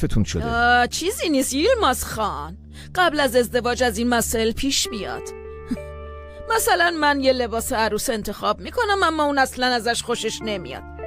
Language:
Persian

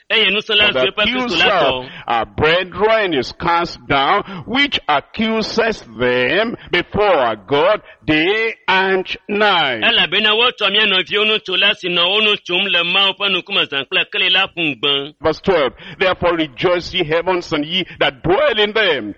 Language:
Ewe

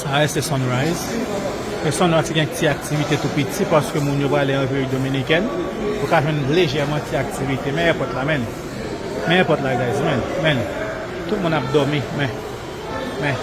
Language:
Haitian Creole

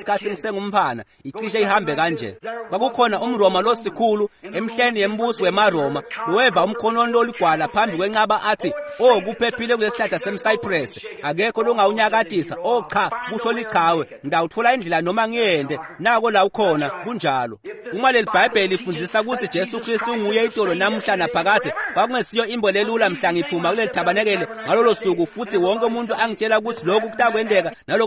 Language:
Swati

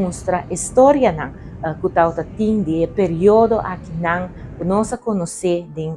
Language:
Papiamento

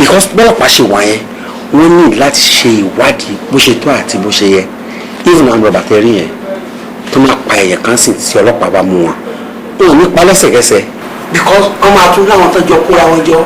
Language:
Yoruba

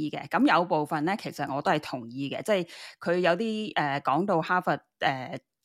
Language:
Cantonese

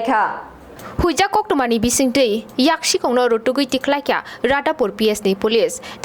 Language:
Kok Borok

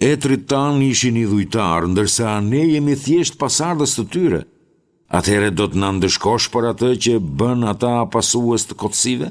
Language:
Albanian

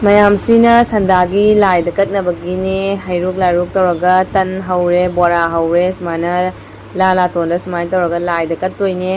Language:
Manipuri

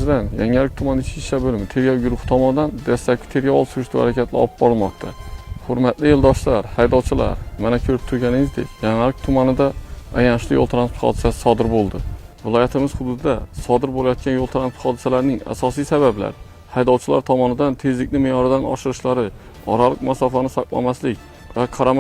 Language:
Uzbek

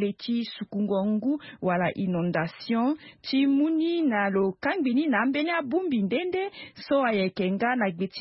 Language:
Sango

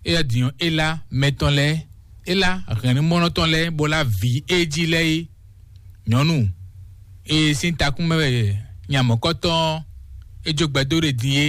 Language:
Fon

